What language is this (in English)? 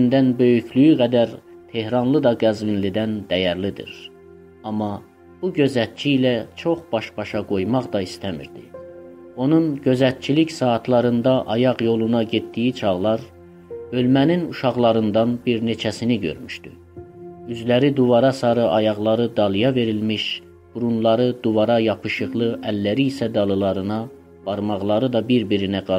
South Azerbaijani